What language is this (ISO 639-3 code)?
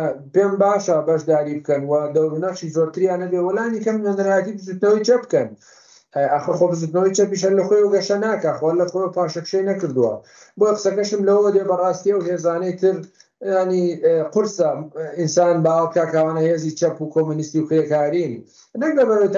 ckb